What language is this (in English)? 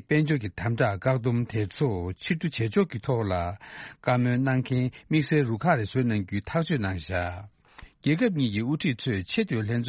Tibetan